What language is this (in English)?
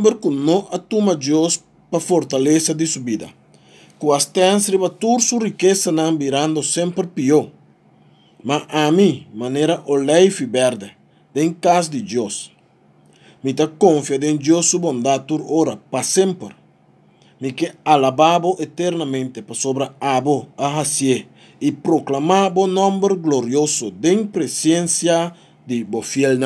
Papiamento